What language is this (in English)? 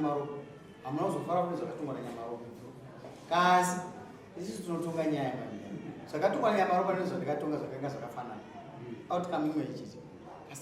Shona